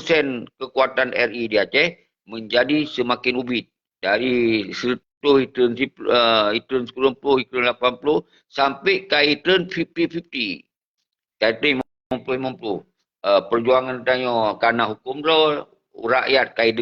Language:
Achinese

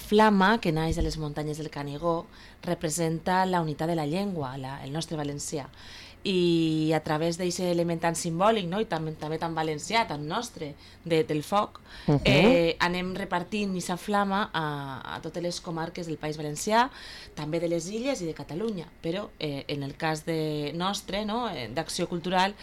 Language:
Catalan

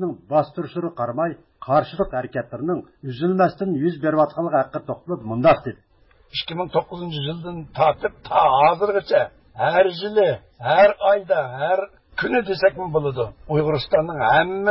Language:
Uyghur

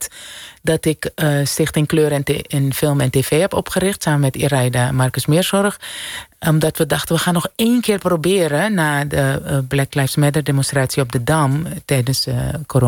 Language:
Dutch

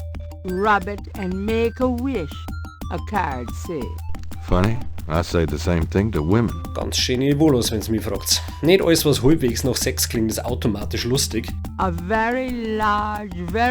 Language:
Bavarian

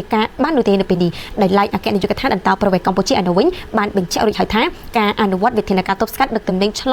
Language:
Khmer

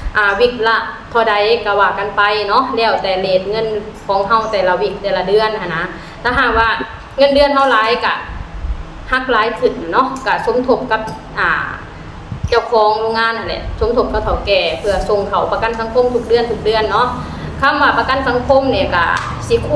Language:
Lao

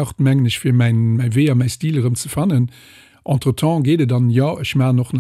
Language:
Luxembourgish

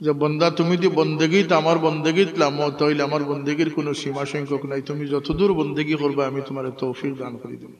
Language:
Sylheti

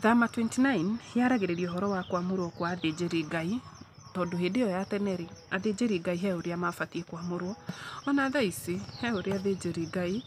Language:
Kikuyu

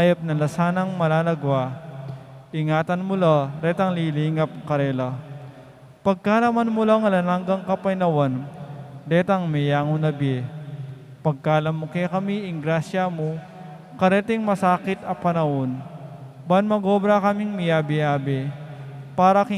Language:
Pampanga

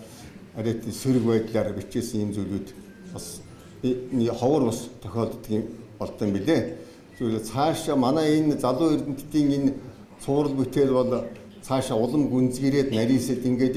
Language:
Mongolian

